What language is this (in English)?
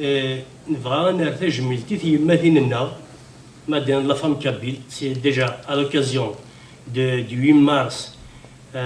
Kabyle